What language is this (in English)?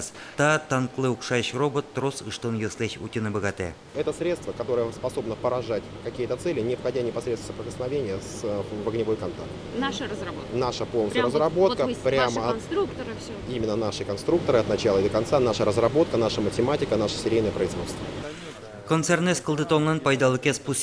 Udmurt